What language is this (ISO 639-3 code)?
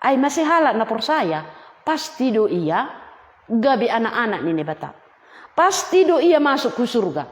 bts